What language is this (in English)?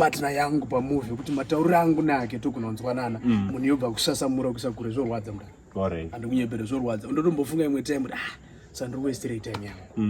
Shona